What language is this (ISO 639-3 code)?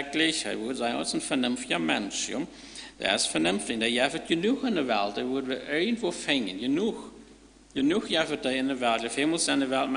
pdt